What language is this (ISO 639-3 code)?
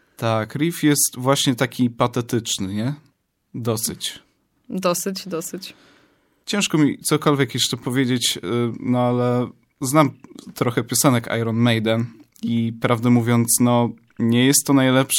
pol